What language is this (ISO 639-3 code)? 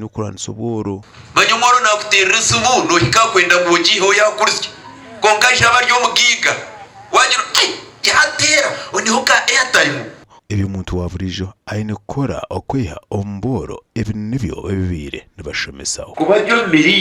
nyn